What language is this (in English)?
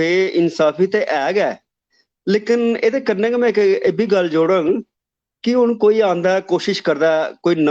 Dogri